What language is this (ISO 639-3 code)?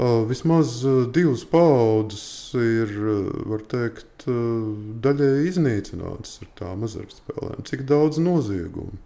lav